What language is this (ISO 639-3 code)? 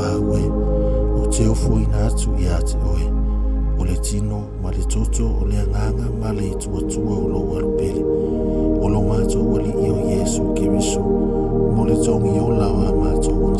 smo